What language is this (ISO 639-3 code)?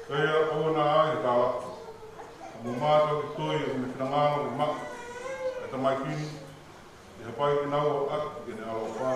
ton